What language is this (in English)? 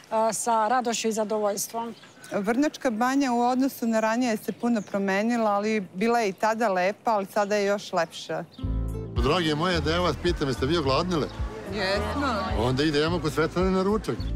Serbian